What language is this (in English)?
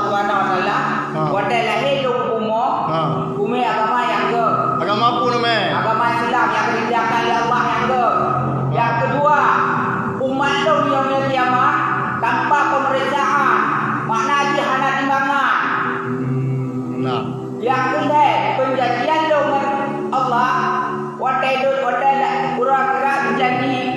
Achinese